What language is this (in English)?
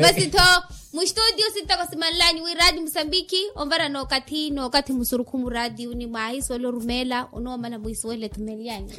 Makhuwa